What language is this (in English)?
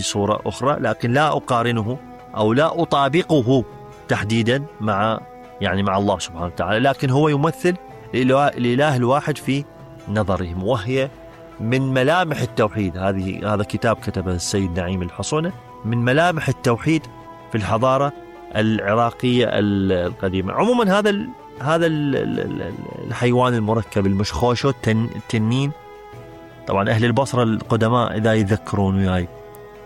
Mesopotamian Arabic